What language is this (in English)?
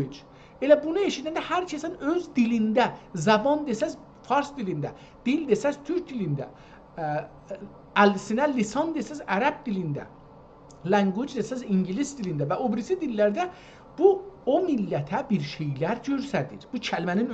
South Azerbaijani